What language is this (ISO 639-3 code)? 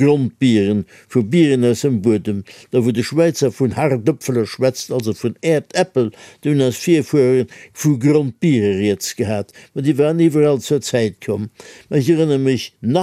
ltz